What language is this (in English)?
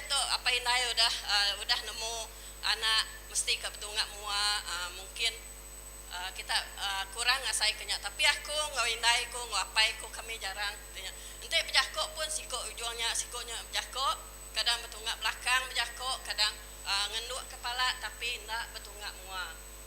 Iban